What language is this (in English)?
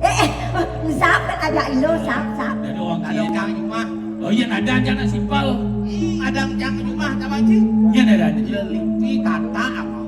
Balinese